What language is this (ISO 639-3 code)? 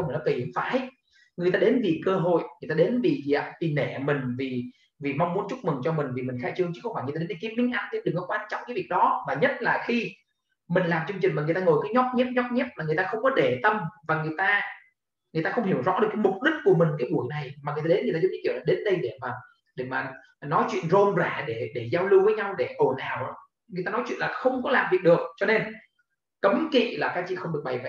vie